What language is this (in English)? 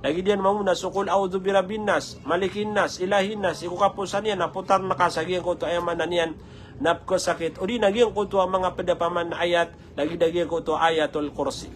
Maranao